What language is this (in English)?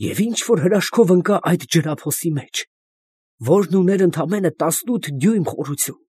Armenian